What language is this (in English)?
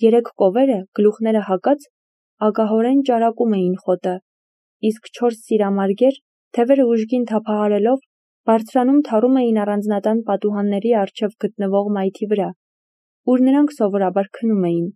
Armenian